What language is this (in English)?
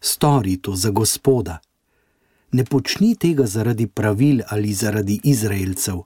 Slovenian